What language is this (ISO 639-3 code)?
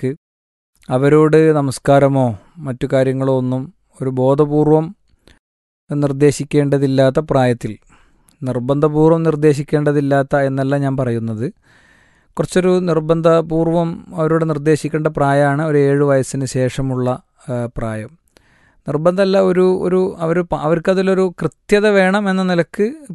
mal